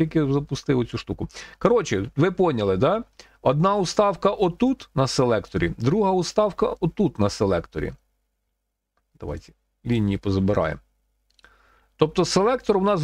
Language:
Ukrainian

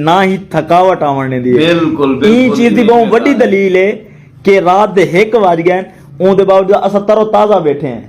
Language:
Saraiki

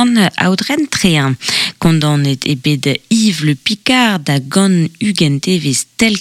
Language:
Breton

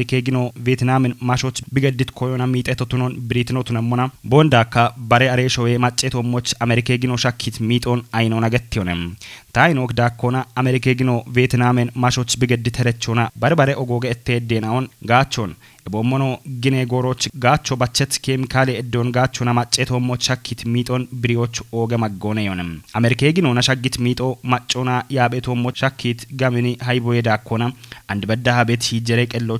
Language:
Kafa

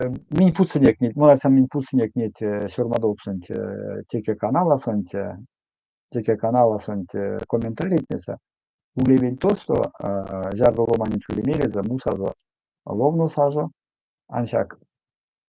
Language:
Erzya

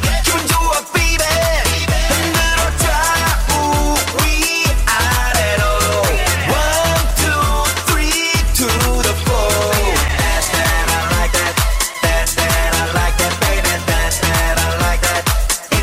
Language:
Korean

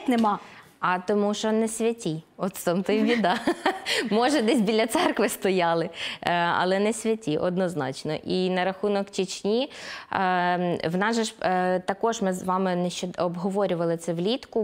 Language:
Ukrainian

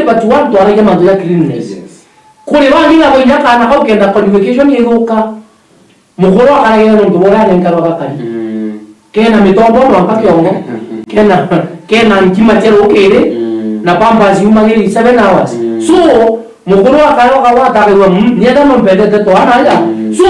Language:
Meru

